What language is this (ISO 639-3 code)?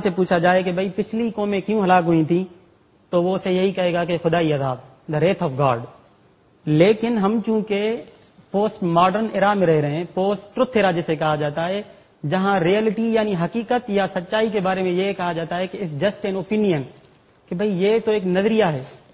urd